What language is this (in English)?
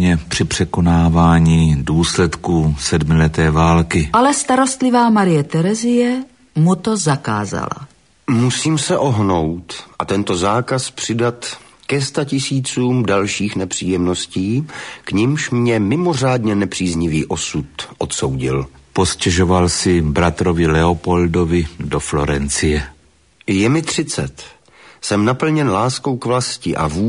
Czech